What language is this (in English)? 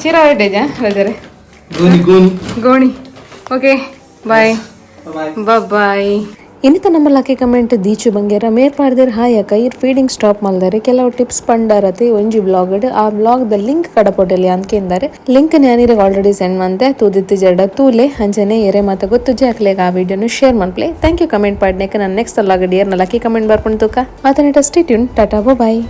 Tulu